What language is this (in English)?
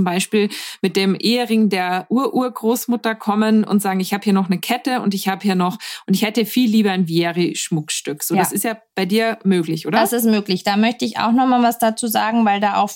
German